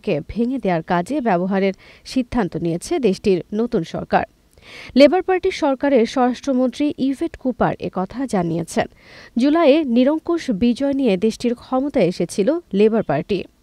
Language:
Bangla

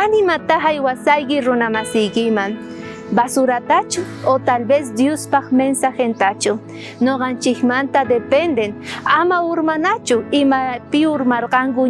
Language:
South Bolivian Quechua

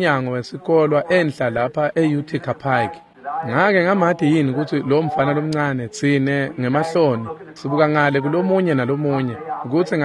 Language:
Swati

